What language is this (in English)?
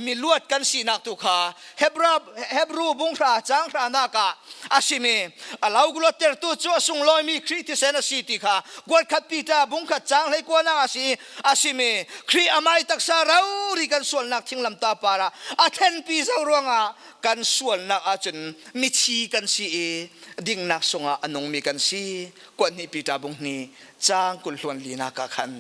Falam Chin